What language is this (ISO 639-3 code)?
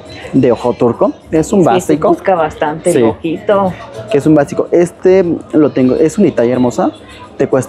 spa